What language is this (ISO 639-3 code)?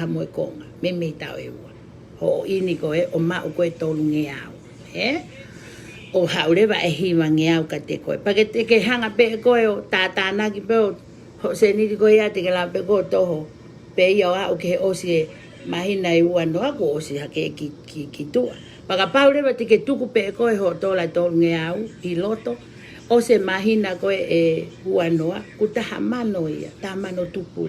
ton